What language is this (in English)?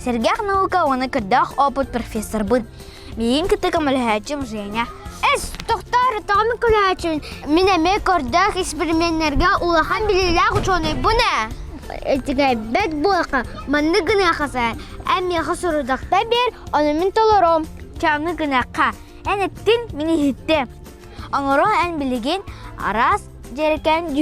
Yakut